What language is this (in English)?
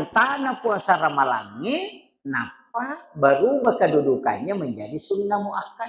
Buginese